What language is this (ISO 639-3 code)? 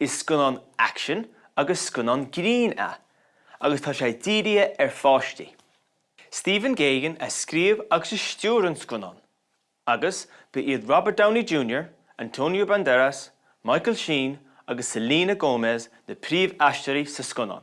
gle